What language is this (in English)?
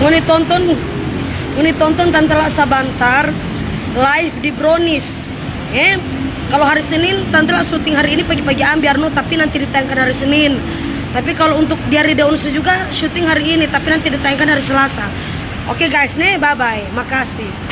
Manado Malay